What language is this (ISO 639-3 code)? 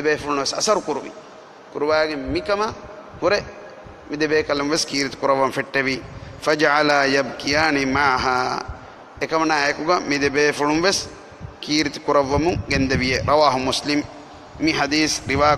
div